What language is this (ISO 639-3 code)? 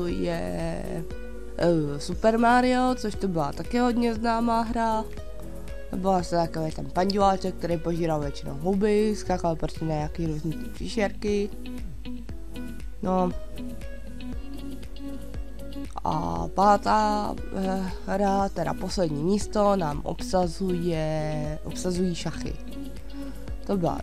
ces